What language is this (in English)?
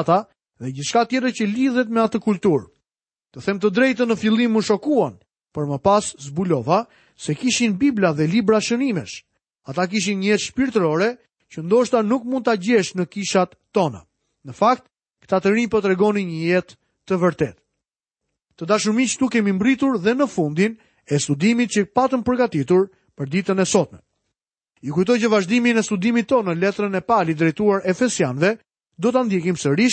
Albanian